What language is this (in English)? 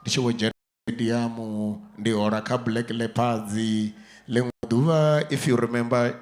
Venda